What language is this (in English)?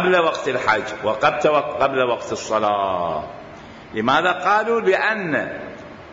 Mesopotamian Arabic